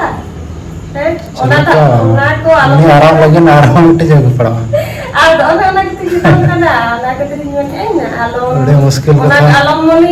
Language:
Santali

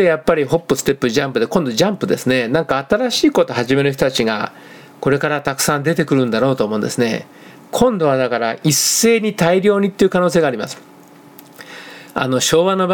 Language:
Japanese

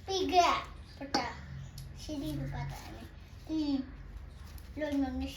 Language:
Manipuri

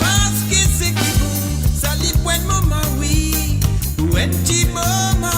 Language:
Morisyen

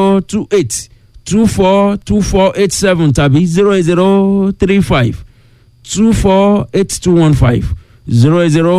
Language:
Yoruba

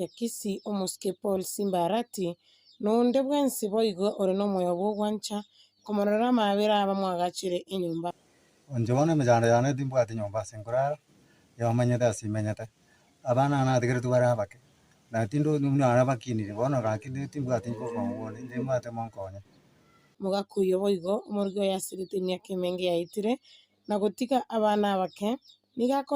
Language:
Gusii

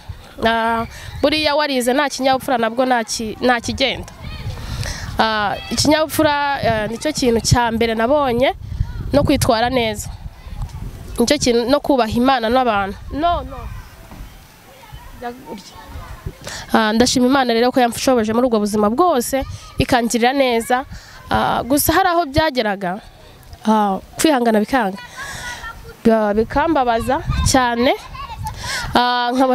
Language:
Kinyarwanda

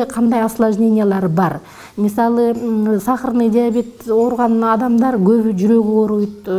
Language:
Kyrgyz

